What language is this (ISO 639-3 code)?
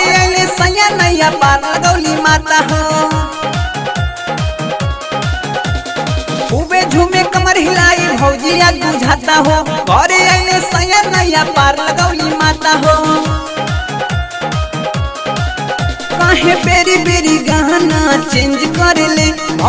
bho